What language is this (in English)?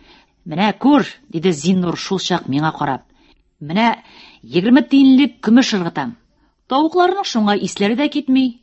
Tatar